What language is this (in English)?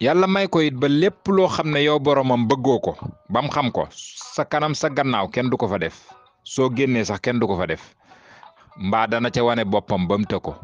Wolof